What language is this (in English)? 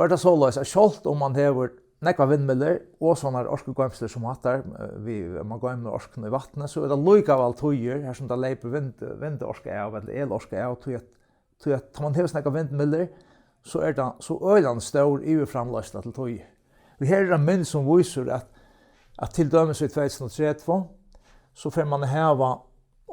Faroese